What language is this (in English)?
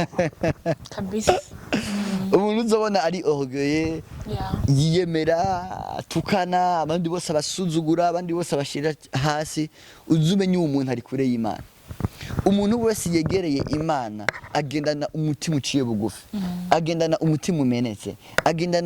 Rundi